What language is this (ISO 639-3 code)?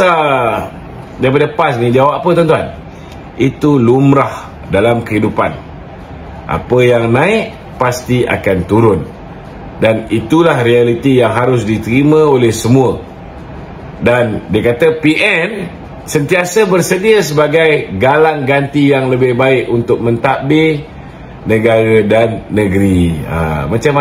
msa